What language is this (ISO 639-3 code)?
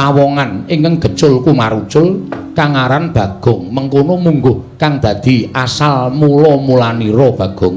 jav